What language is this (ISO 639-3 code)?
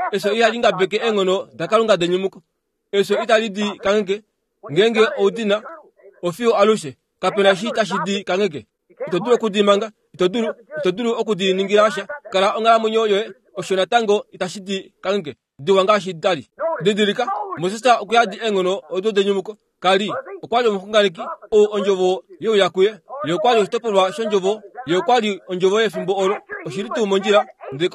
kua